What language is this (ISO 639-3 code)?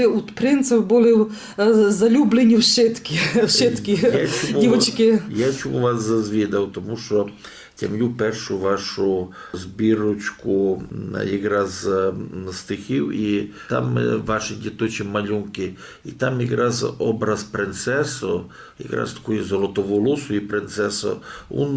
rue